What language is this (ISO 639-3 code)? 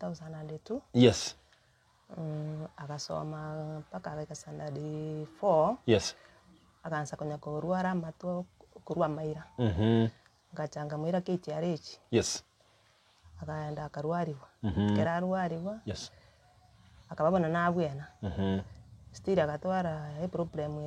guz